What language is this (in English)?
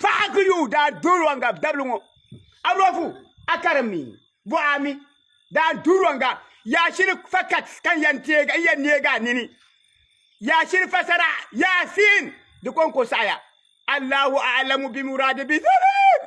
Dagbani